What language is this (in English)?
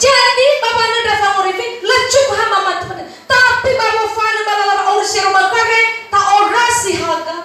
Nias